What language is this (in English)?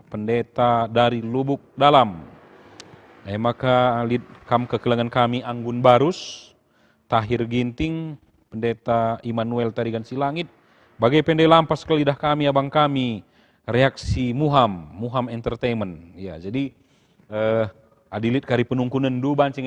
Batak Karo